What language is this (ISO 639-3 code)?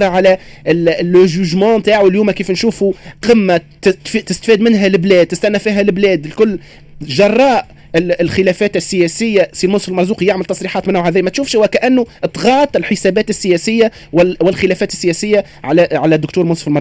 aeb